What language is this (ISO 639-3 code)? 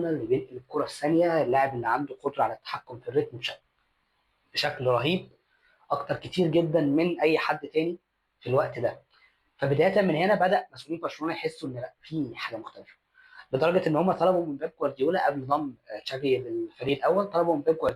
arz